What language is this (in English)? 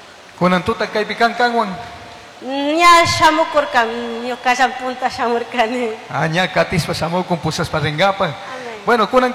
Chimborazo Highland Quichua